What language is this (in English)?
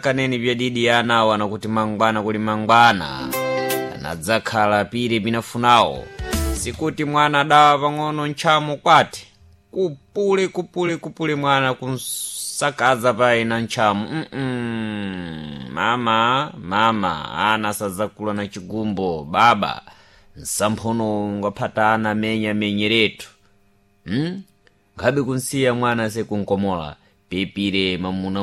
Sena